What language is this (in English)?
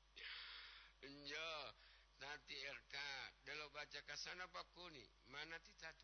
Gorontalo